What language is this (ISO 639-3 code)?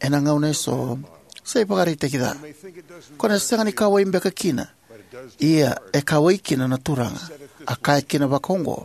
fij